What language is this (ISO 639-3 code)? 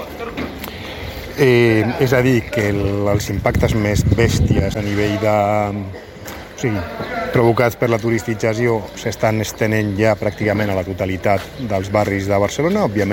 cat